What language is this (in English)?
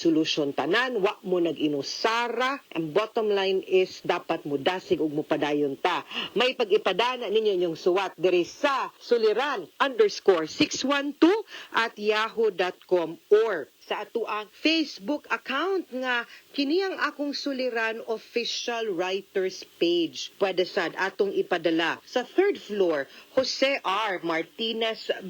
Cebuano